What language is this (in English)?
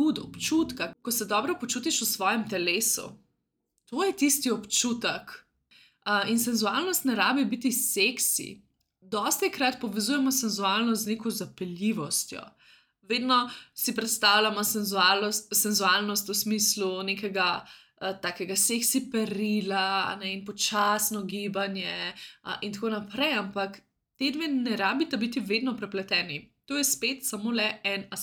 Slovenian